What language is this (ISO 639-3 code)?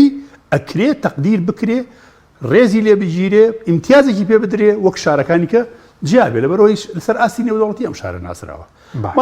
ckb